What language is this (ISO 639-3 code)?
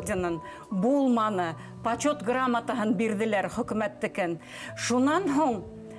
bak